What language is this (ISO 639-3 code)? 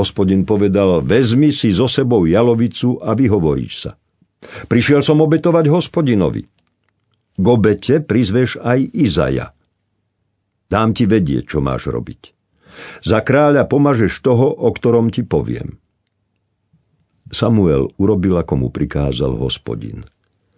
slk